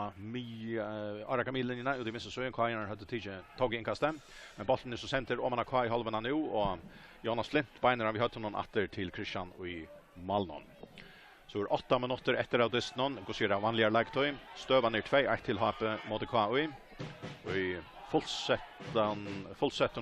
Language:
Faroese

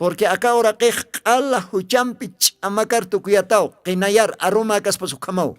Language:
Aymara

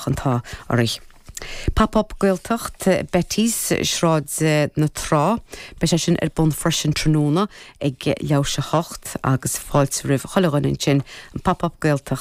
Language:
Irish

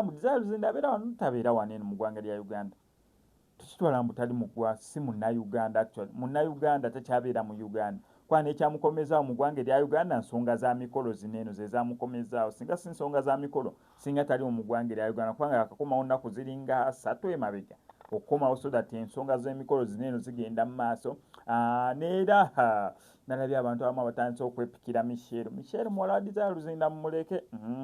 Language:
Ganda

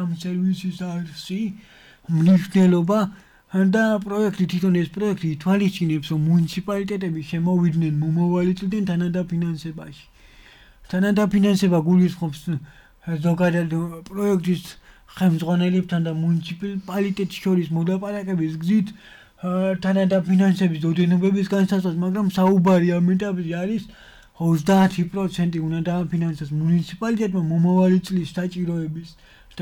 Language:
Georgian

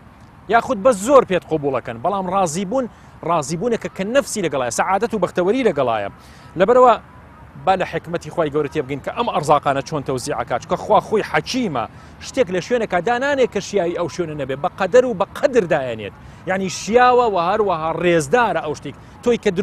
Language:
Central Kurdish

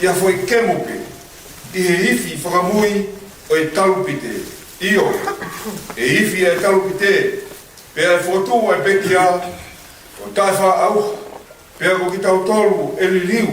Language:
Tongan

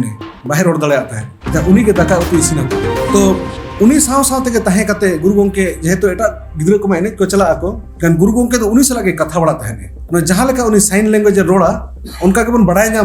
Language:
Santali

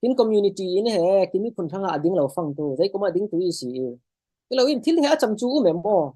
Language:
Falam Chin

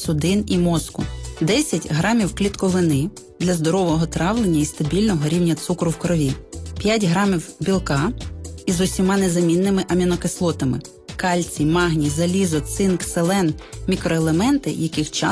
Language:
Ukrainian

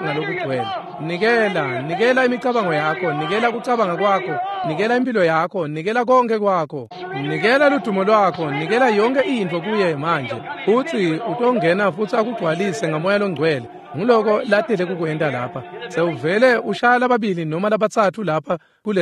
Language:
Swati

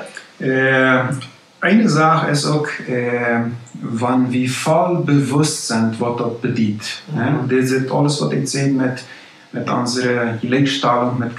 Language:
Plautdietsch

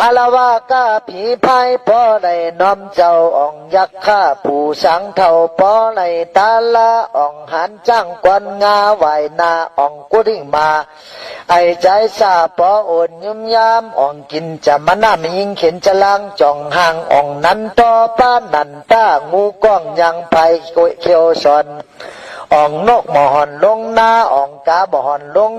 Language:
Shan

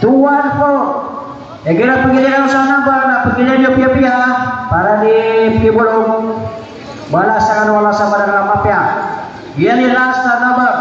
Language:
Maranao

